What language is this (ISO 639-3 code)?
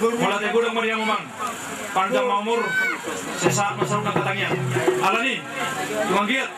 bbc